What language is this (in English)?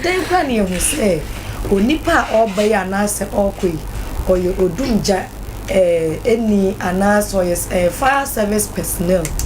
Akan